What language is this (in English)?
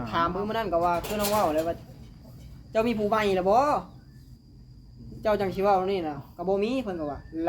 Northeastern Thai